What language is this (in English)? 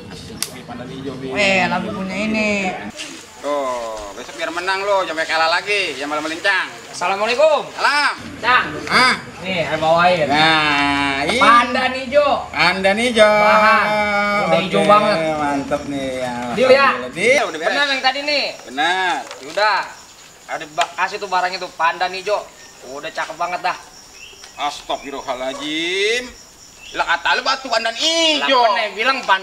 Betawi